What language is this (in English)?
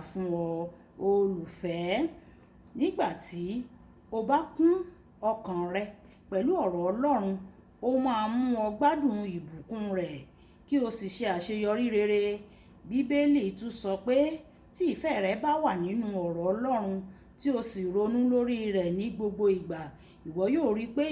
Yoruba